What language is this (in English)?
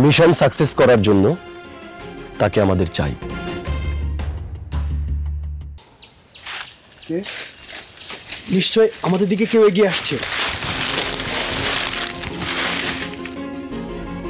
Bangla